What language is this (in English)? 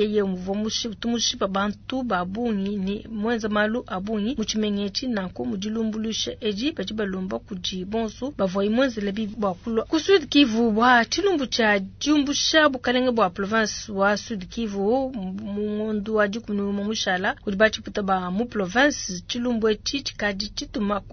Luba-Lulua